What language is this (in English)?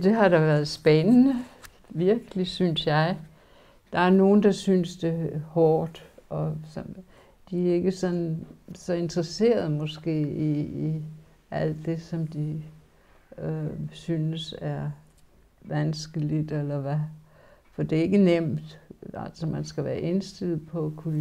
Danish